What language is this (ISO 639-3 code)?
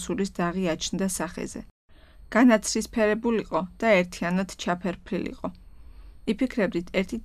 kat